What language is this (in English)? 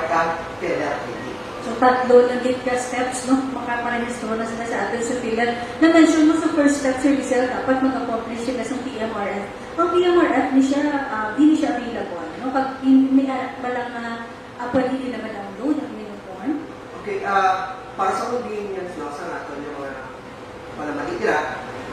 Hiligaynon